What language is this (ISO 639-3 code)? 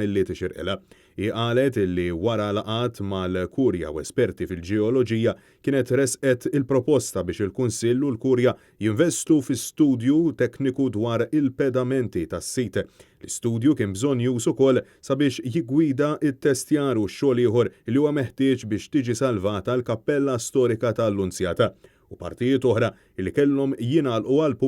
mlt